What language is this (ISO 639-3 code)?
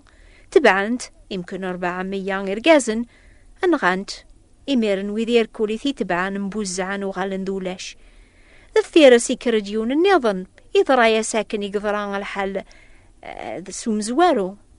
kab